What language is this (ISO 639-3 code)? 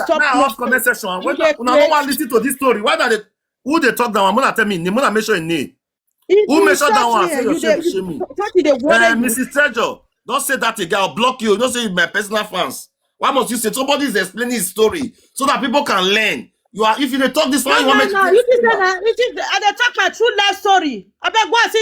pcm